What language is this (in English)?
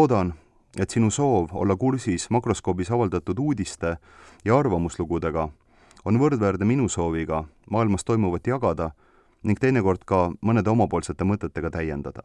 Estonian